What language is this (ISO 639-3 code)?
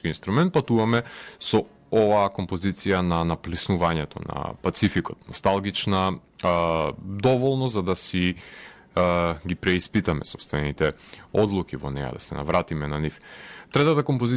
mkd